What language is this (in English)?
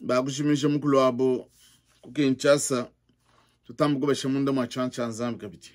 Luba-Lulua